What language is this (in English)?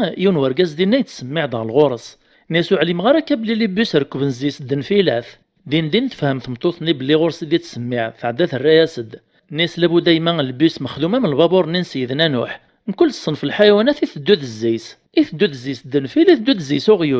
Kabyle